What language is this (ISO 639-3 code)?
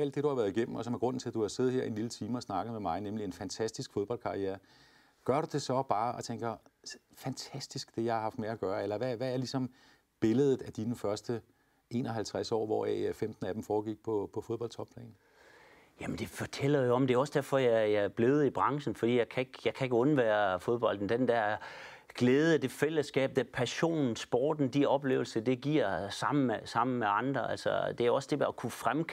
dan